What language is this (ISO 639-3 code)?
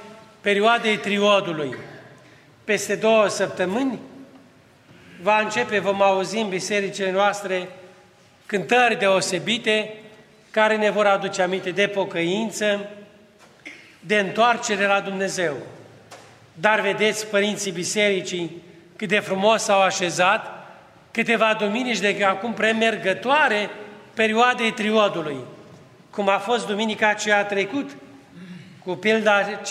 ron